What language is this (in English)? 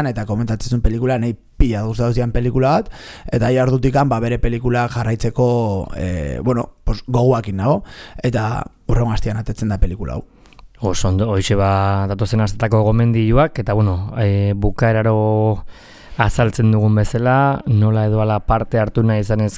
Basque